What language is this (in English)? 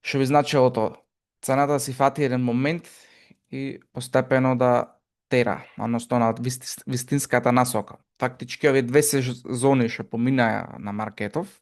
Macedonian